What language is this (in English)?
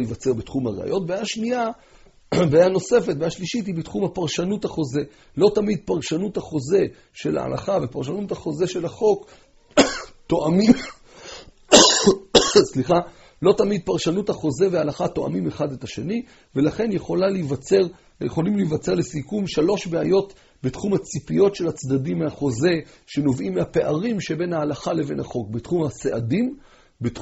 Hebrew